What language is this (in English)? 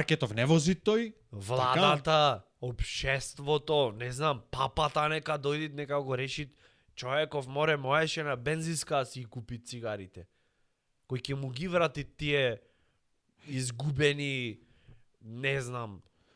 Macedonian